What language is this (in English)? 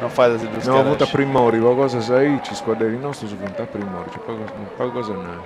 Sardinian